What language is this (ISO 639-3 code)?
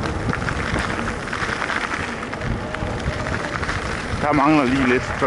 dan